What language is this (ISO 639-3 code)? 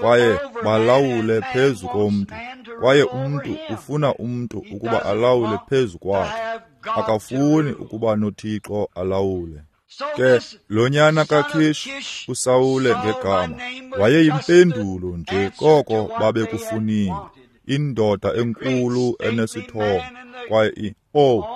xho